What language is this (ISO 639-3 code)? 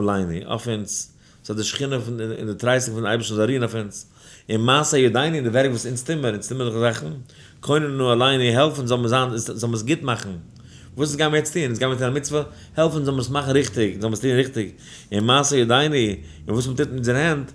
yid